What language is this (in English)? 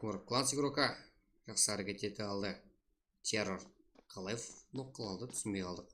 Kara-Kalpak